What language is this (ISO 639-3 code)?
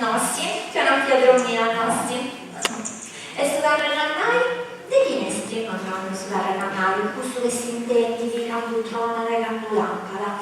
srd